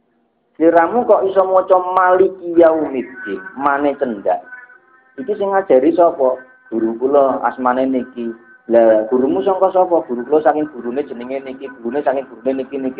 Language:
Javanese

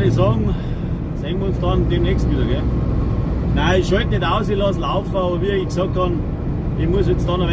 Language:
Bavarian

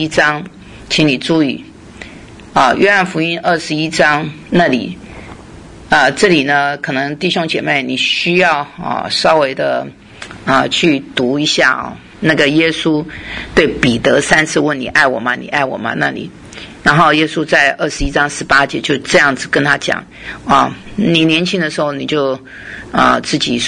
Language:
Chinese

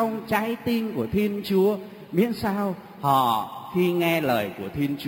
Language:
Vietnamese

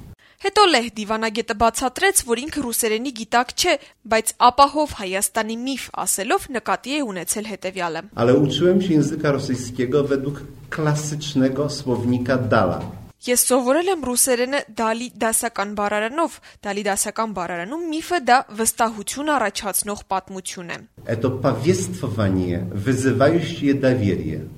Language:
Armenian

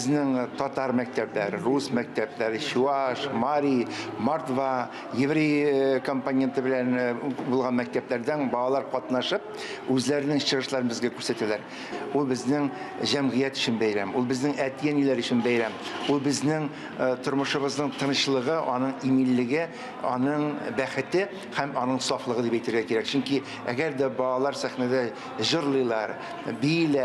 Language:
Tatar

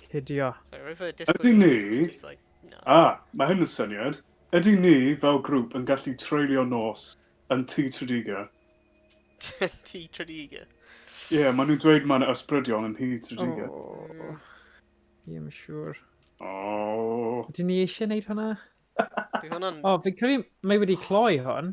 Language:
Welsh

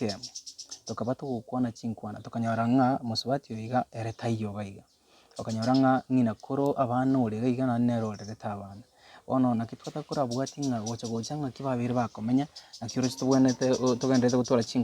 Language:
Gusii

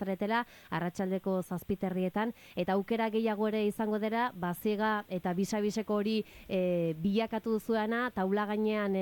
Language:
Basque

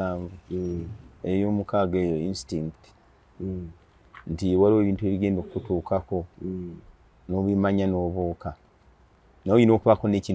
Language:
Ganda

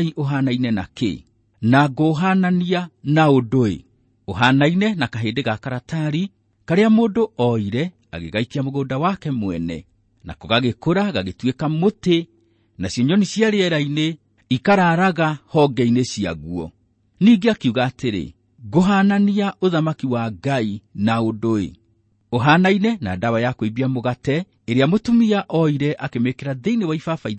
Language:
Kikuyu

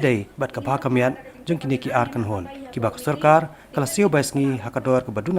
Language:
Khasi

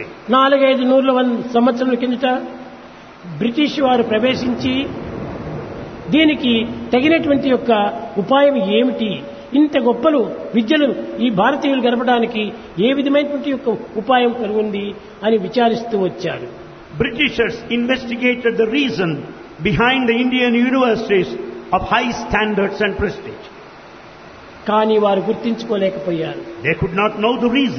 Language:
Telugu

